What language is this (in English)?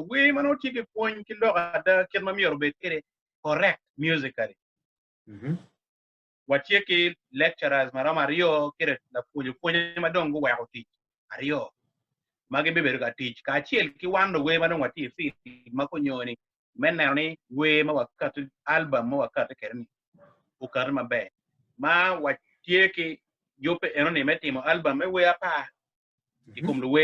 Acoli